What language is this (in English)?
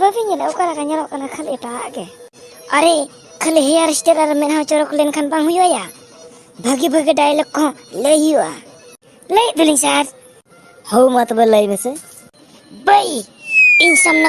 Santali